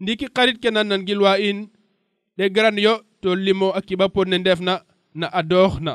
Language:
Serer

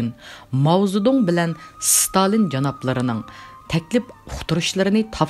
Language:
Uyghur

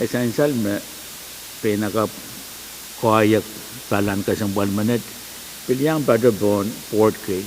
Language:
Pohnpeian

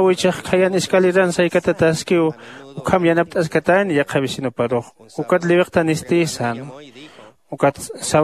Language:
Aymara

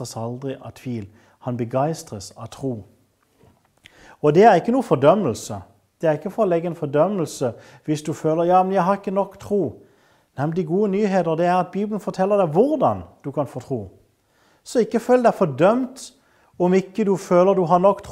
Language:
Norwegian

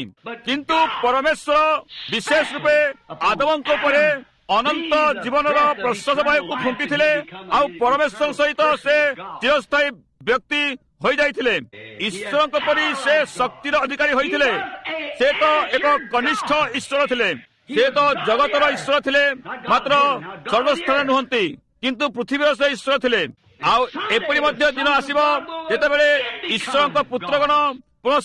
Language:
Odia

